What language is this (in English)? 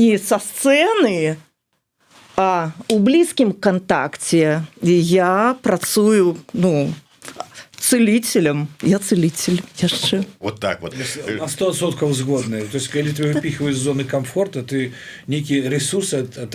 Belarusian